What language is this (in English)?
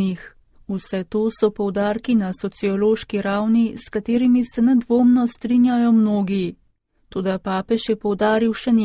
Slovenian